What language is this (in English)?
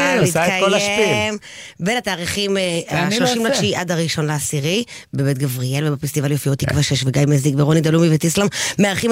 Hebrew